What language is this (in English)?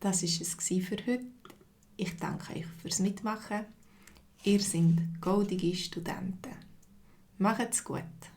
Swiss German